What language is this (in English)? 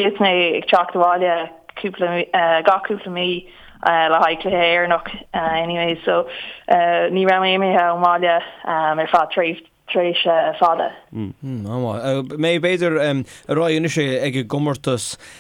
Irish